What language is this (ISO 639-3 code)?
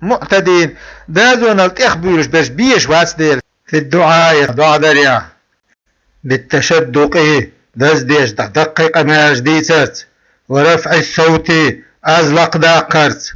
che